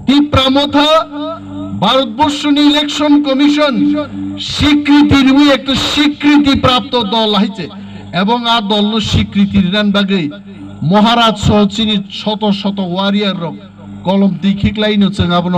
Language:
Kok Borok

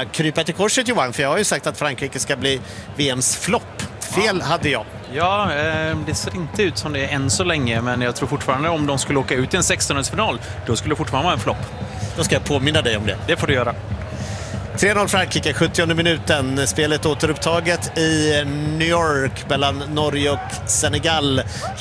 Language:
Swedish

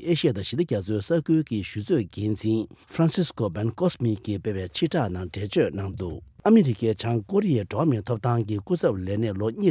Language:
Tibetan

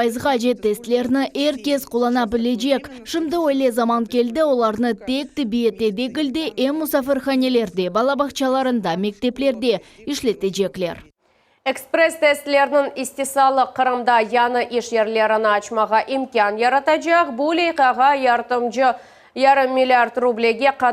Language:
Crimean Tatar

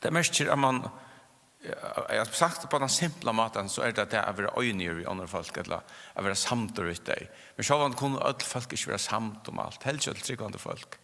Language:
Faroese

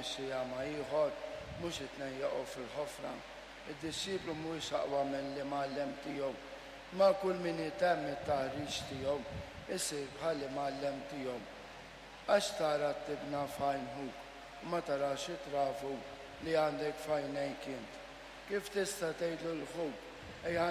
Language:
Maltese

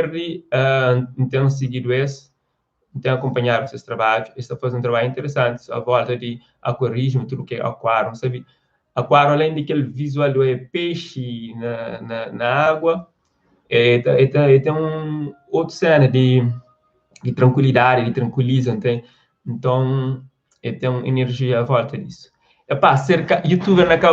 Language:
Kabuverdianu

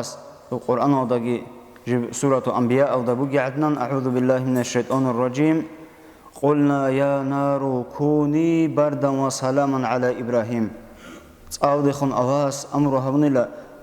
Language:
Avaric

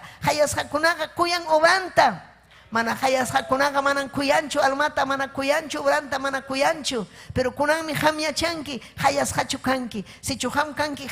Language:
Ayacucho Quechua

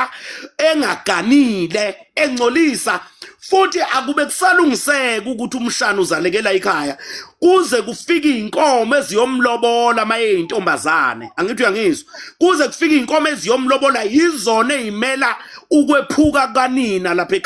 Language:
Zulu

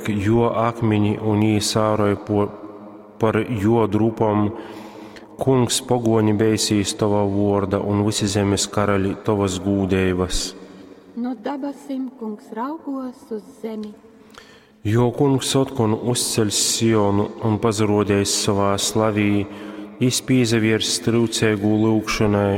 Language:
Latgalian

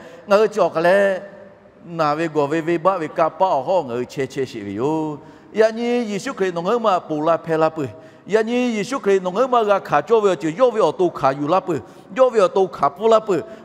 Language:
Lahu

